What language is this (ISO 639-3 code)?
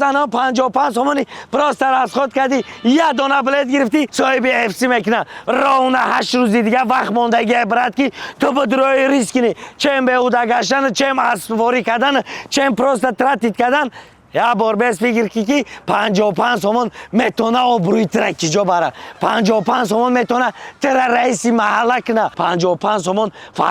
tgk